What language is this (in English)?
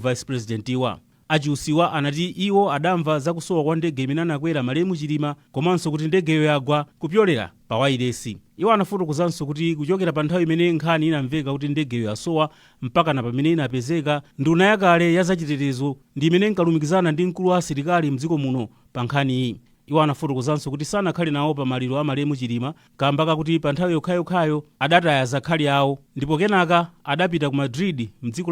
Nyanja